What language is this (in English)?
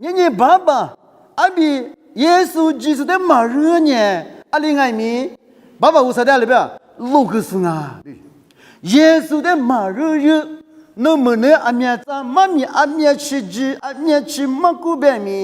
Lisu